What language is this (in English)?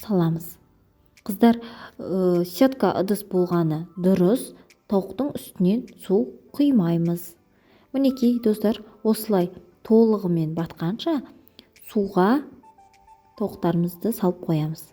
Kazakh